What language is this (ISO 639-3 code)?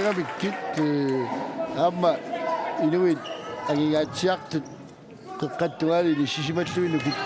kal